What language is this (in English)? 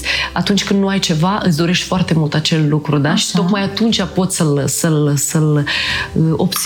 Romanian